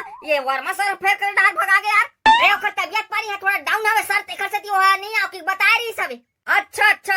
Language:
Chhattisgarhi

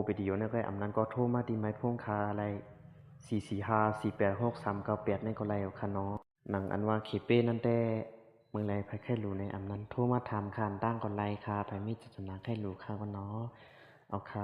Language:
Shan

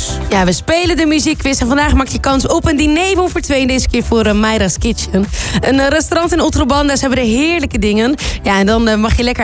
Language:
Dutch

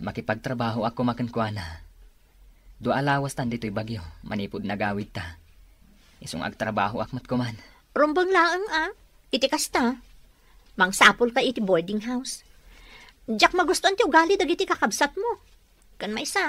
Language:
Iloko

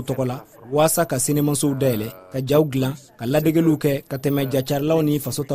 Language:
Bambara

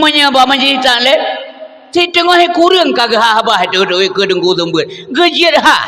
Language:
Achinese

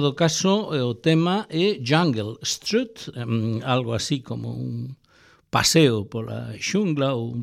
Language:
Galician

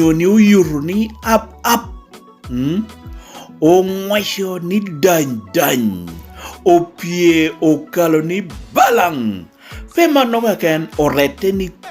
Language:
Lango (Uganda)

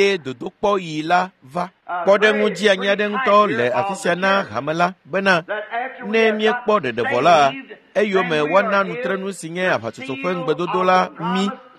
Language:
Ewe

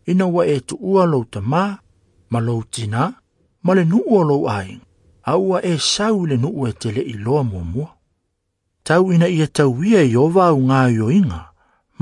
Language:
Samoan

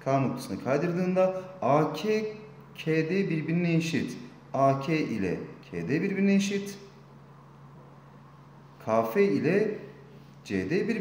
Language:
Turkish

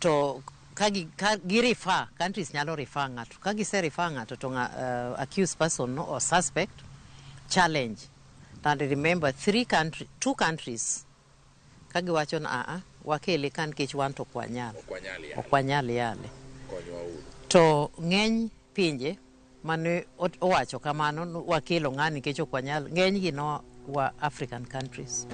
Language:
Luo (Kenya and Tanzania)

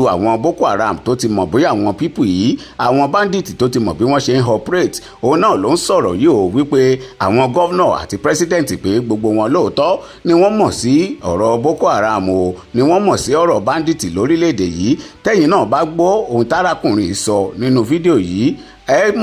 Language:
Yoruba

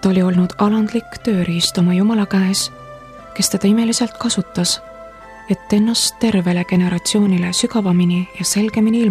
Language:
Estonian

